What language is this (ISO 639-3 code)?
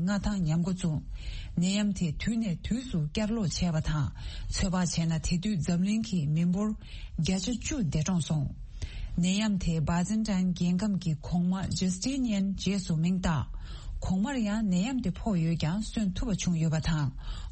bod